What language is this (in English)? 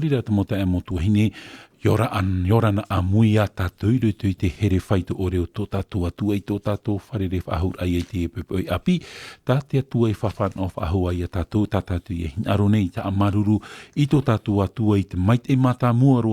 Tahitian